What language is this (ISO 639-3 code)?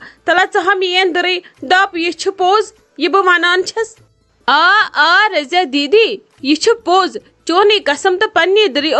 kas